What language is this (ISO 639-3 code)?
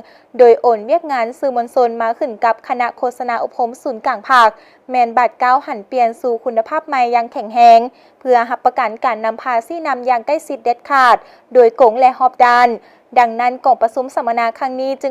lao